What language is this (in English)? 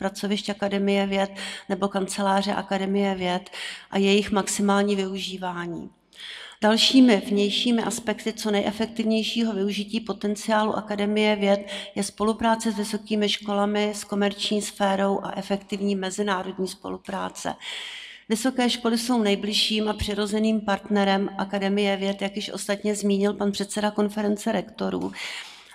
Czech